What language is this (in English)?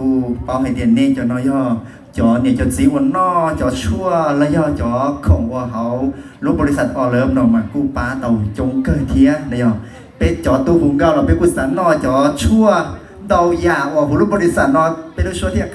Hmong